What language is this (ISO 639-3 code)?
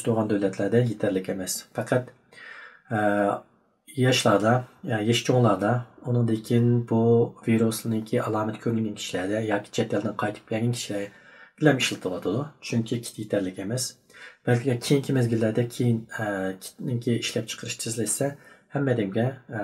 uig